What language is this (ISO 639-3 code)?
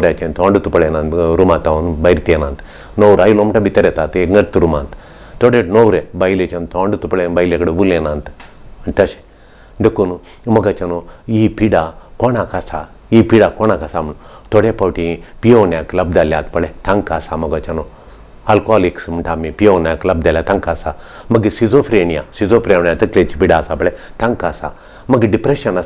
kok